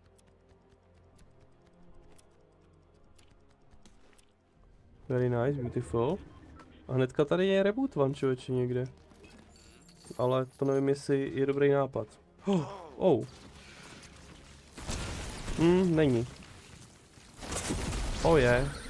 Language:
Czech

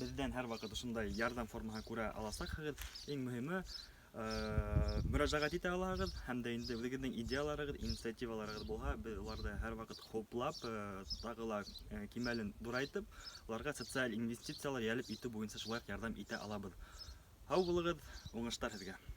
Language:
Bashkir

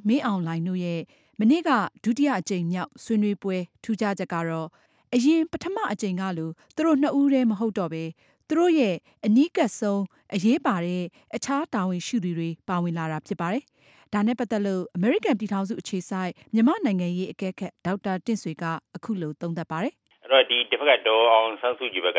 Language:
Burmese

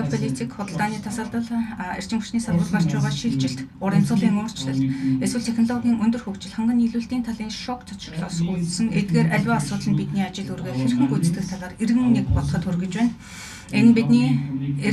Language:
Mongolian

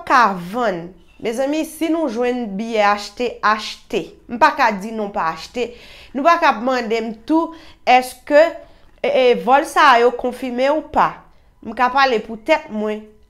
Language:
Haitian Creole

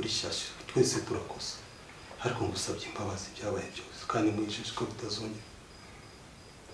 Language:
Kinyarwanda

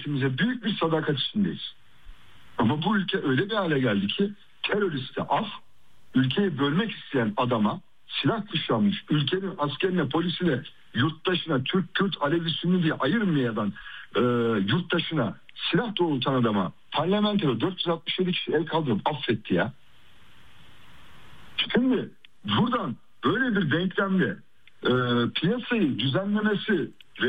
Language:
Turkish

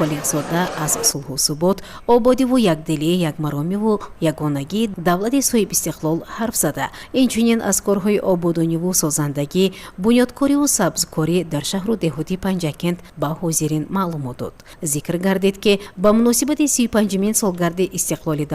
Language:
Tajik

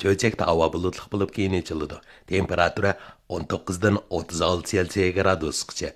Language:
Uyghur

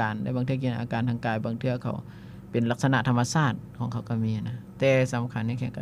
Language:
Lao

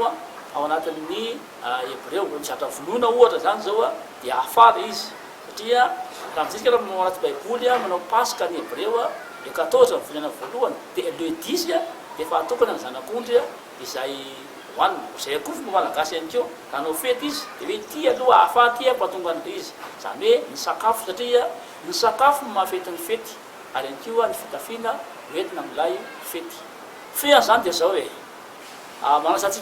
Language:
Malagasy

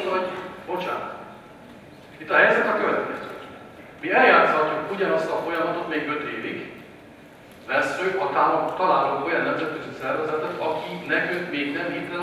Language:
Hungarian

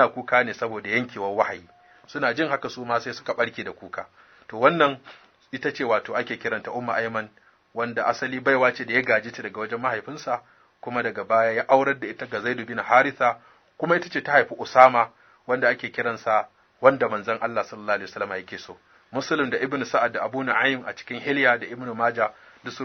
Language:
Hausa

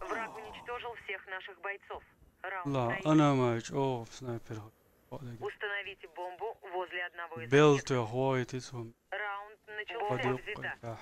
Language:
Chechen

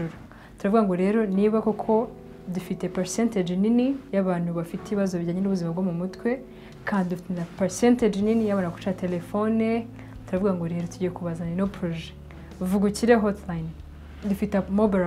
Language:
Kinyarwanda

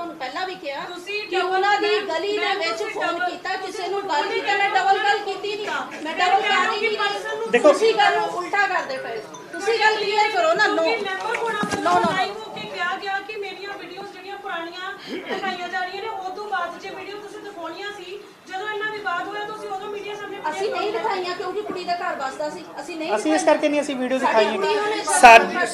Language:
Punjabi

